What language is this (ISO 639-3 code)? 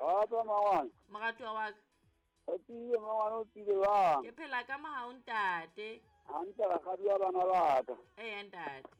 sot